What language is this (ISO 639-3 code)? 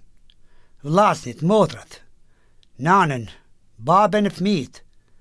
sqi